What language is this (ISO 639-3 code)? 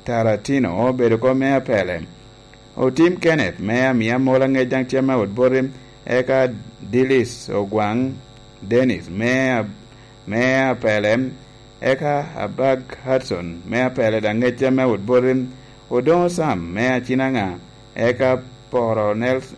laj